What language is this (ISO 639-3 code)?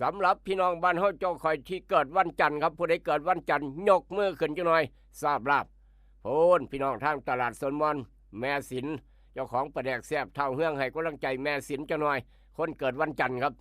lao